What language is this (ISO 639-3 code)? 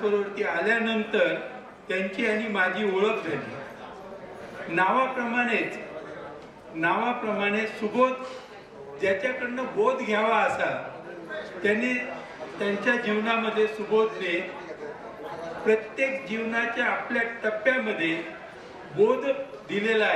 mar